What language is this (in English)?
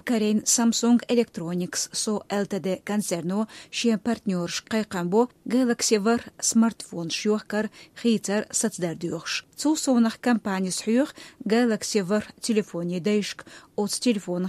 Chechen